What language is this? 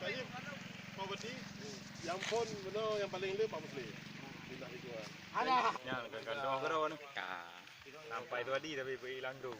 Achinese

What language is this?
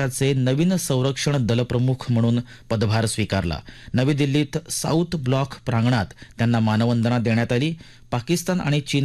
Marathi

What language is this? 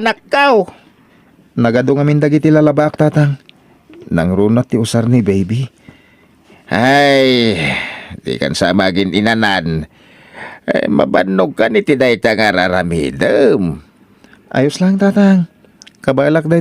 Iloko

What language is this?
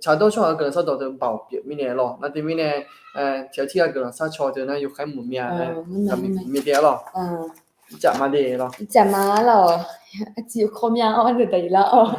Akha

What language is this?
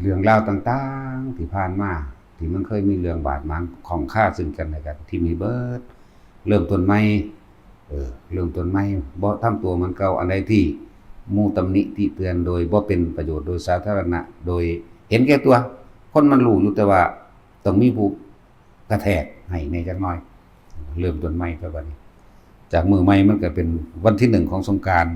Lao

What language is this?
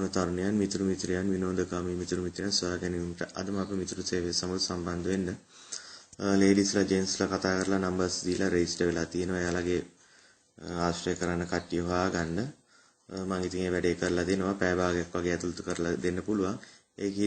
Sinhala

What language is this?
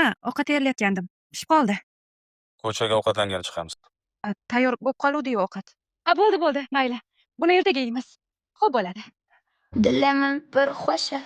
Uzbek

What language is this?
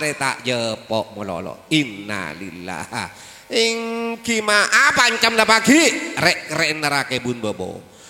Madurese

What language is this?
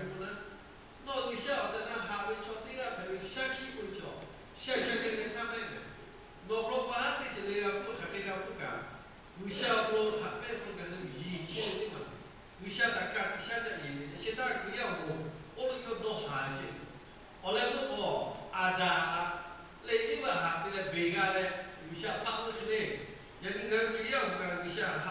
Lahu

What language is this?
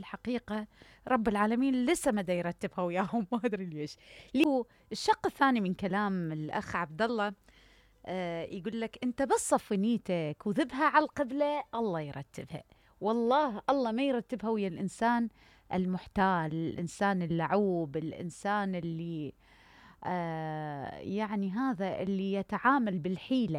Mesopotamian Arabic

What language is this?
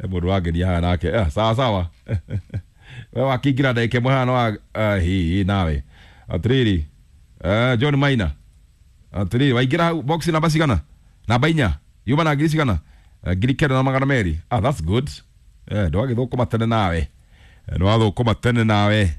Kikuyu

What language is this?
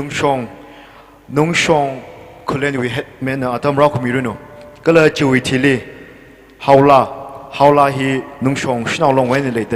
Tangkhul Naga (India)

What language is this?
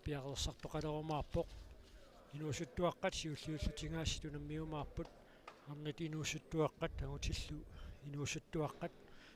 Kalaallisut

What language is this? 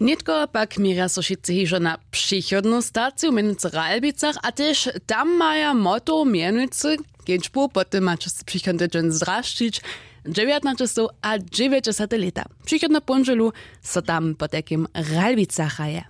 Upper Sorbian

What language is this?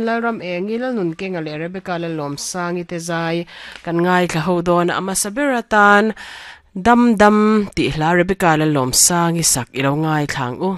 Mizo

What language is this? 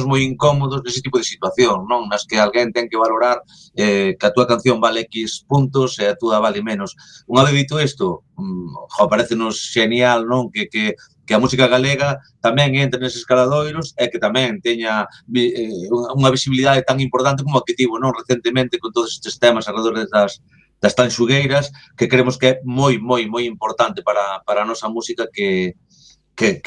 Galician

